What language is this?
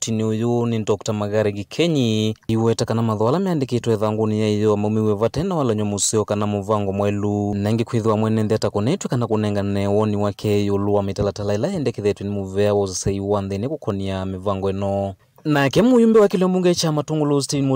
Kamba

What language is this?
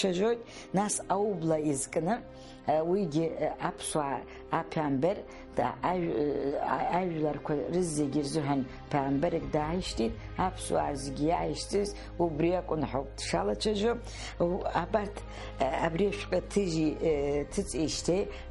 Abkhazian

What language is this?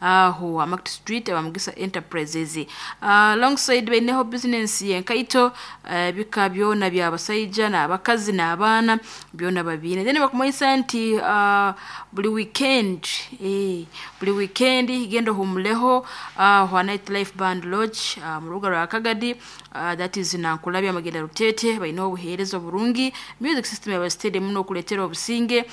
Nyankole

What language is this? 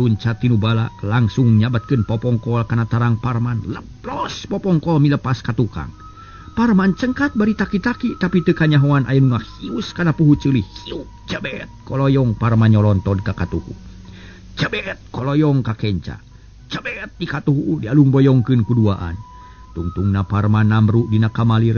Sundanese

